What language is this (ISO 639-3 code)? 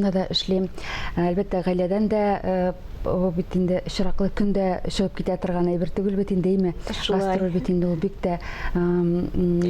tat